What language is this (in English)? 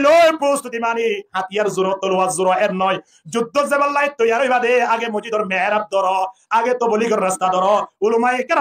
Rohingya